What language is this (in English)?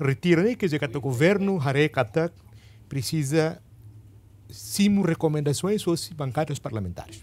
Tetum